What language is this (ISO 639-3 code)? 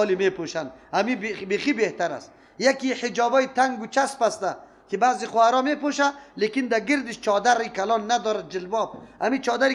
fas